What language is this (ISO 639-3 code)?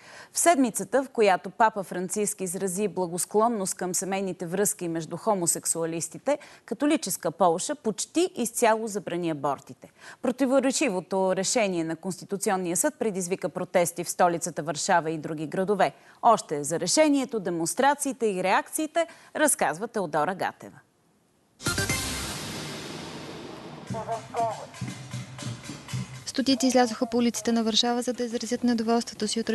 bul